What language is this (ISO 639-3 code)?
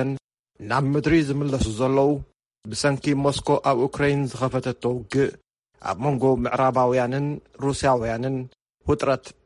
tir